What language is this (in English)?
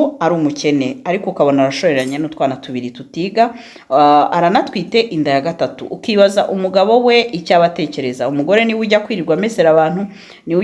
Kinyarwanda